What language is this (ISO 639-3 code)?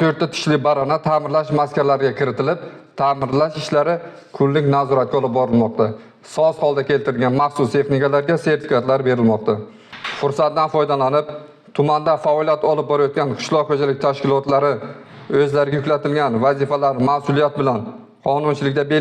uzb